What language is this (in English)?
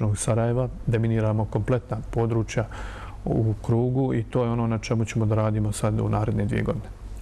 Bosnian